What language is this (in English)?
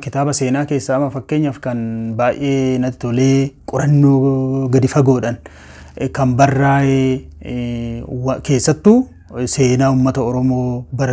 Oromo